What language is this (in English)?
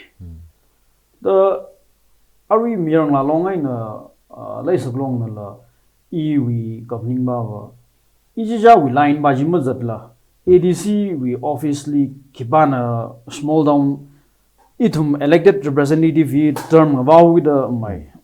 Tangkhul Naga (India)